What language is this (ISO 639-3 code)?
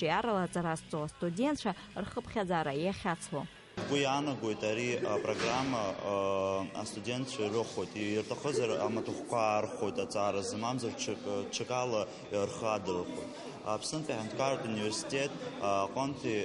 abk